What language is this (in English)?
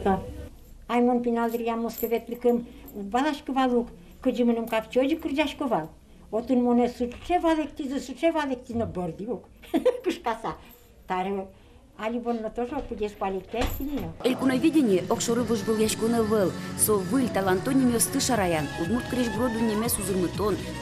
Udmurt